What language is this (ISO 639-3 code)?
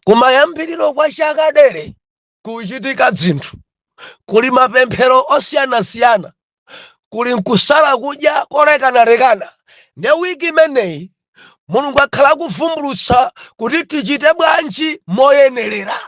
nya